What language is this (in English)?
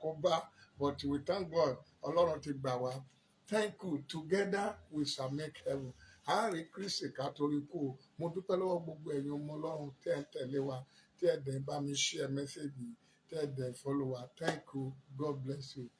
Yoruba